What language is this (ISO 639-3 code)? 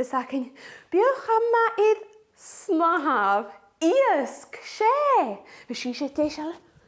gla